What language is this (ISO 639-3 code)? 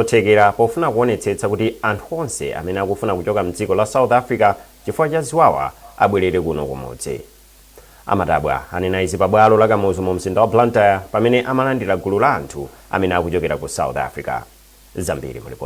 nya